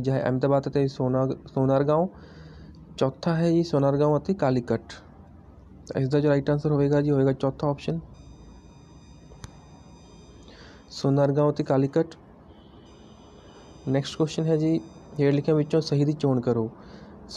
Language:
Punjabi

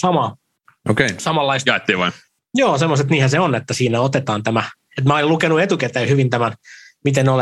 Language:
Finnish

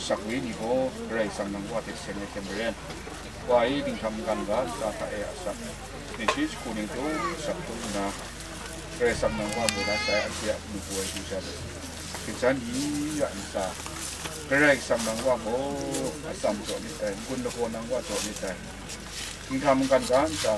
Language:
Kachin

